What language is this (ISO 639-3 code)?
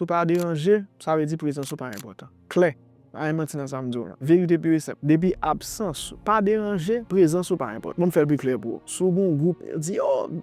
hat